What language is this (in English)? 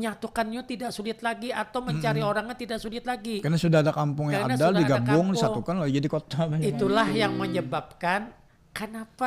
Banjar